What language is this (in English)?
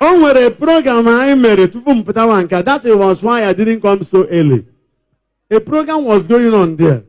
Igbo